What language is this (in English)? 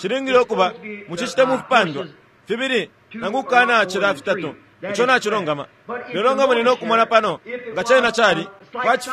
Bemba